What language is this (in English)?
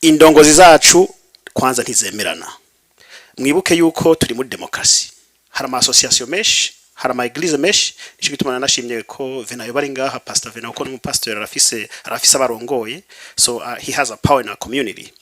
Rundi